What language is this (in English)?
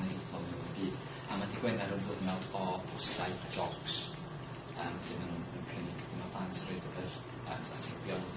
Welsh